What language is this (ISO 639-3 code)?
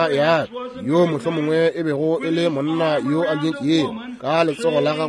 nso